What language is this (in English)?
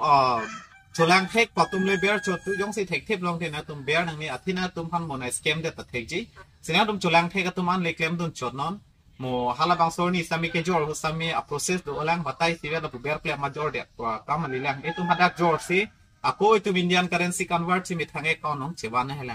Karbi